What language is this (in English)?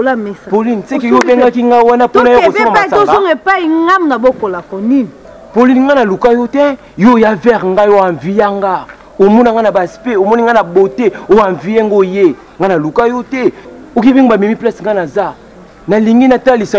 Lingala